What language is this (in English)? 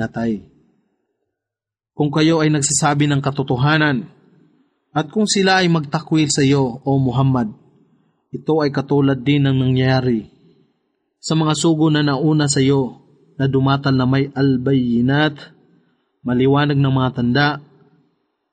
Filipino